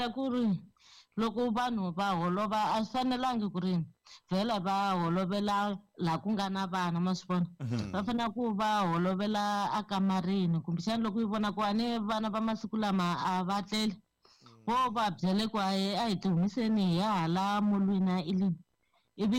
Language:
Tsonga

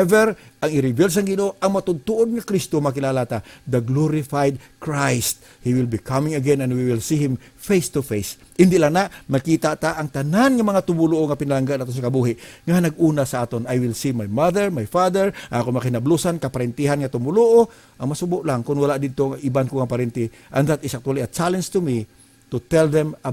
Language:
Hiligaynon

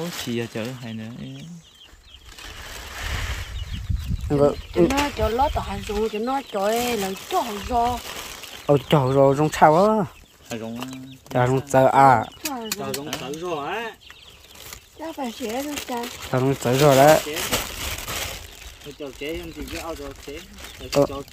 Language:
Vietnamese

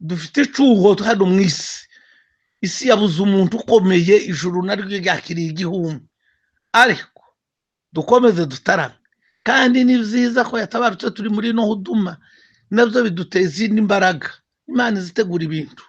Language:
Rundi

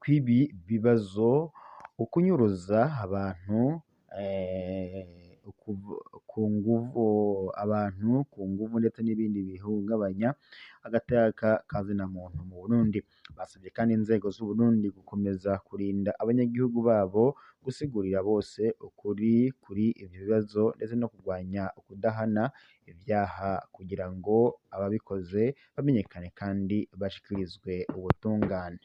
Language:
Rundi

